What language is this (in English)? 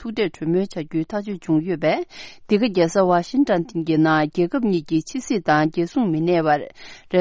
Tibetan